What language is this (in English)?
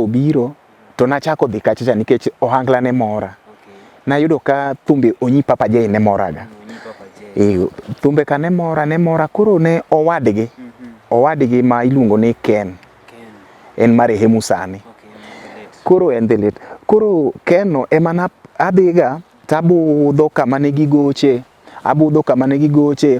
Luo (Kenya and Tanzania)